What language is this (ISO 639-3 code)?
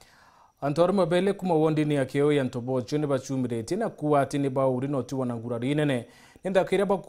mer